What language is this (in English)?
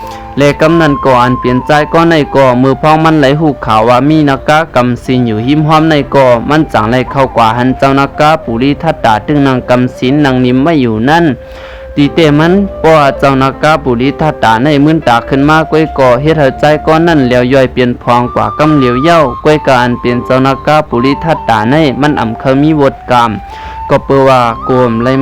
Shan